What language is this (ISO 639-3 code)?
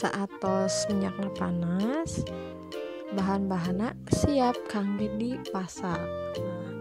sun